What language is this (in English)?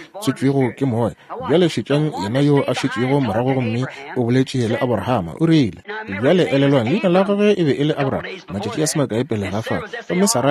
Northern Sotho